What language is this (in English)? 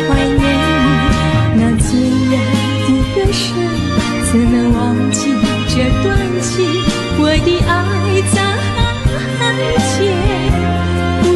Chinese